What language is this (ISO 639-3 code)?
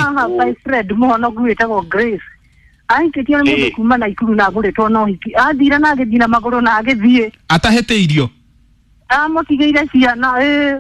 kik